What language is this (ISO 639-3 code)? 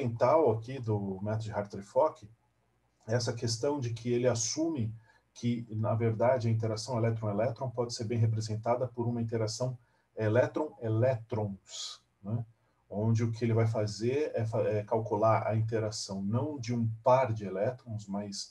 por